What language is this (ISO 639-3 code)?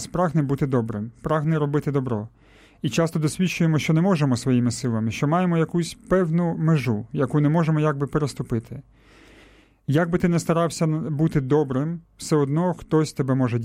ukr